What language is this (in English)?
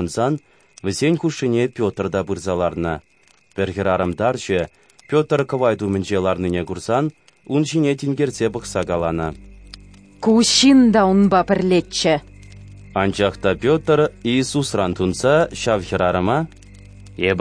Chuvash